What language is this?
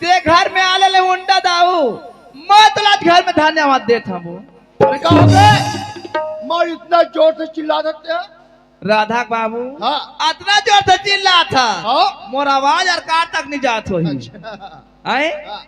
Chhattisgarhi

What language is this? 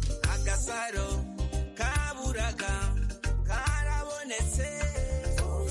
Kinyarwanda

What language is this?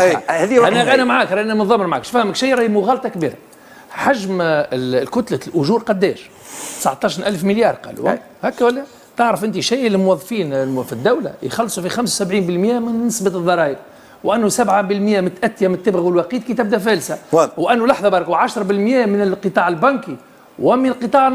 Tunisian Arabic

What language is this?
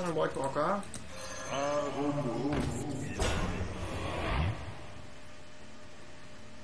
German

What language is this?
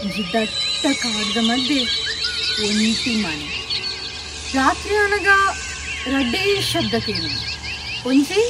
Tulu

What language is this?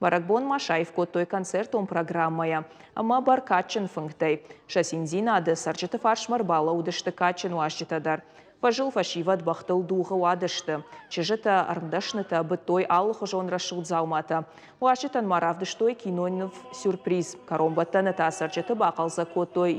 Ossetic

